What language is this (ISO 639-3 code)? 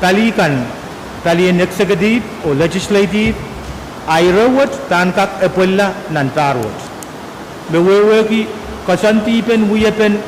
pon